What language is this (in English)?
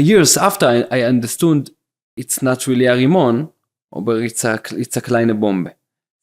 Yiddish